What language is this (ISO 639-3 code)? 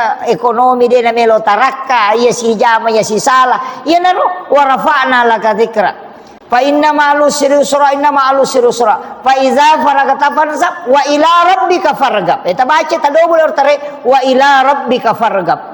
bug